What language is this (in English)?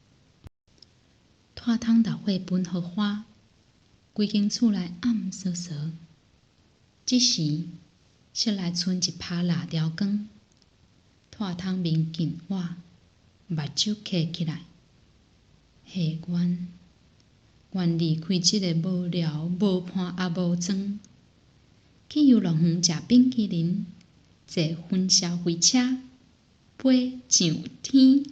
Min Nan Chinese